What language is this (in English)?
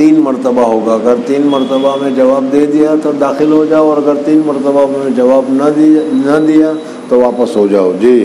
Urdu